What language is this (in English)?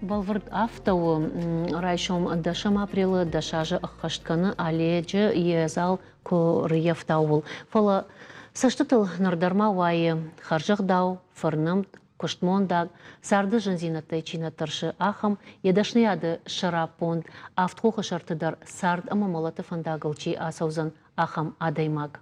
Ossetic